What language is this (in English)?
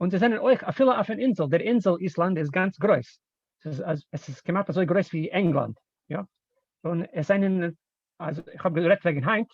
Yiddish